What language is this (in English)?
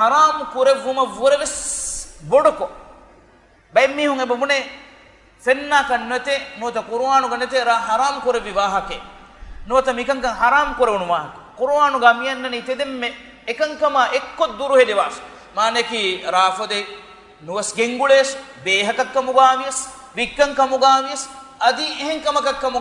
Divehi